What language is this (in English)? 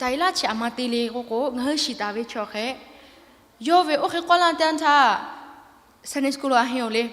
Lahu